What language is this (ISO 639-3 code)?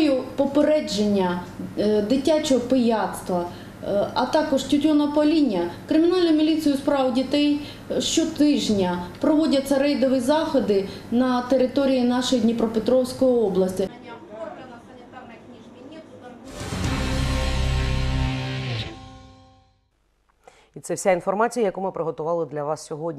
ukr